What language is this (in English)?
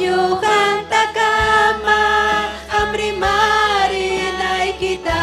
Ayacucho Quechua